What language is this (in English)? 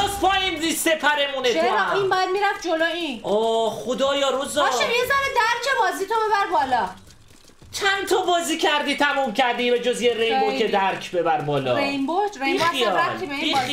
Persian